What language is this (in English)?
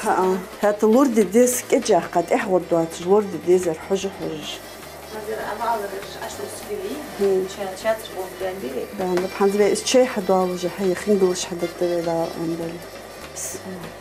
Ingush